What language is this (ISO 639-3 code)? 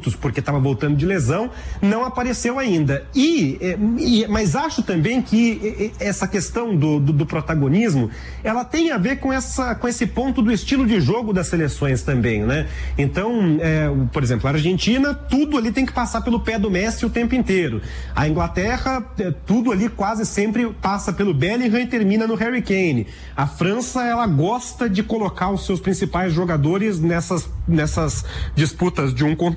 por